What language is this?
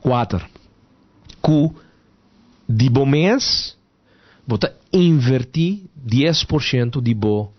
Papiamento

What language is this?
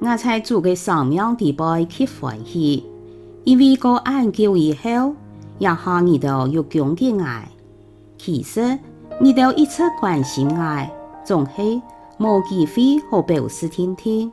Hakka Chinese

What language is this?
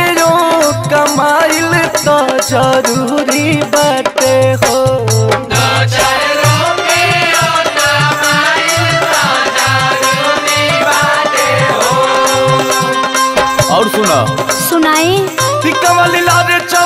Bhojpuri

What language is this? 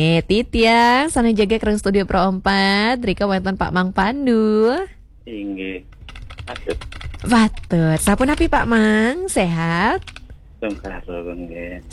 Balinese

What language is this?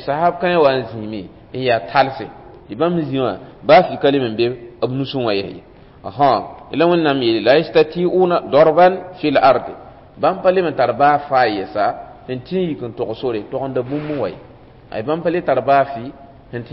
Mossi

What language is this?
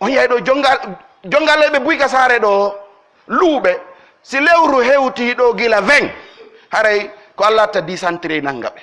Pular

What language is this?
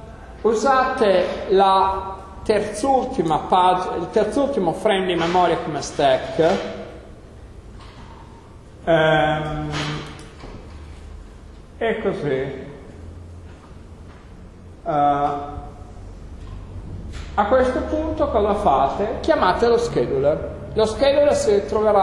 Italian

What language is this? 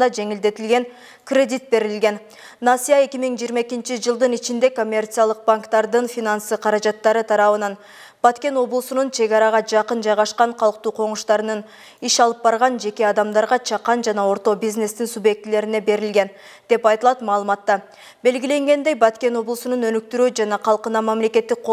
Kyrgyz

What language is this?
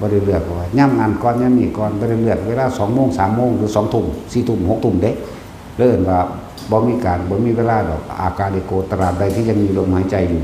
Northeastern Thai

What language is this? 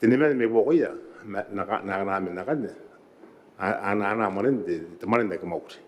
Gilbertese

